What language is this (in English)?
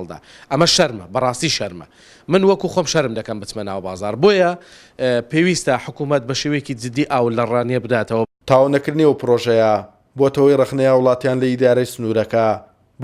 Central Kurdish